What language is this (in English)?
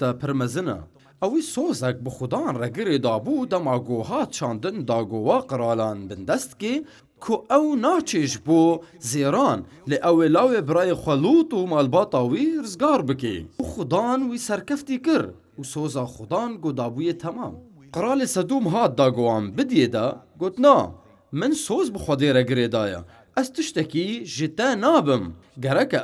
Kurdish